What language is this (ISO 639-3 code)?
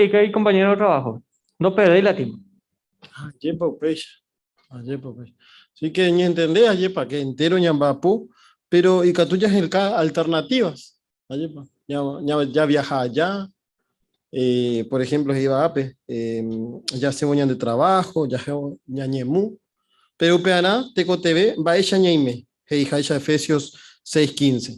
grn